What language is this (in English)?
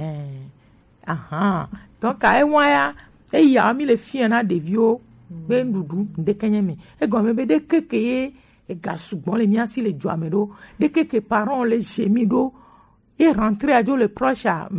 Gen